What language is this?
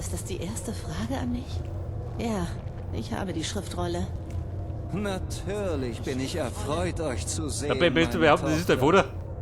Bavarian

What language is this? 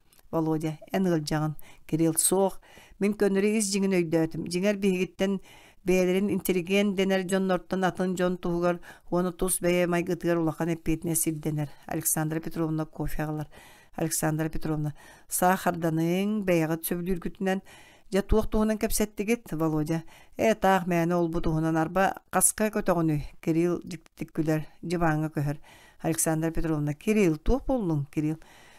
Yakut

